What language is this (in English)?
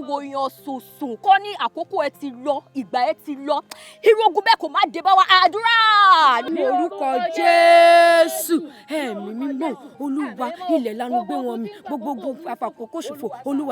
Yoruba